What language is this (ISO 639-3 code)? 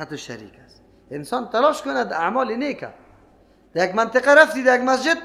fas